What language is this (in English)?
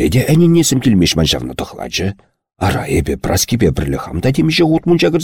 Chuvash